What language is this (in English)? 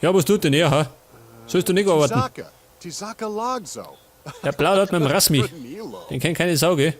Bavarian